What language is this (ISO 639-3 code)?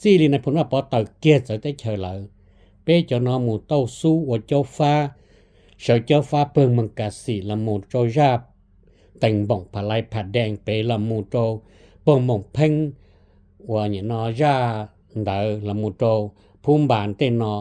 hmn